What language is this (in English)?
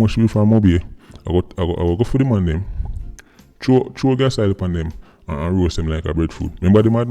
Jamaican Creole English